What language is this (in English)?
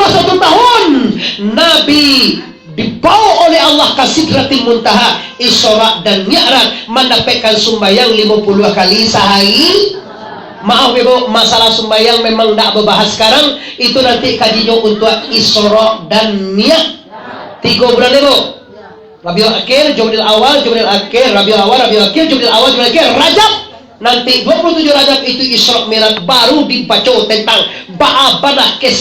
Minangkabau